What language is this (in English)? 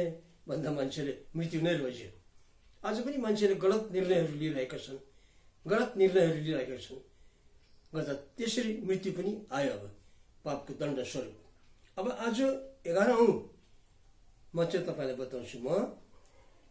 Nepali